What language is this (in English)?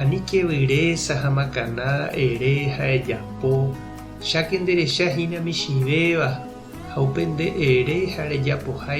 Guarani